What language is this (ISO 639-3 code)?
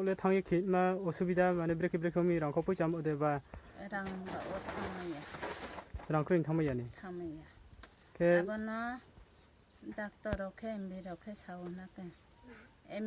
ria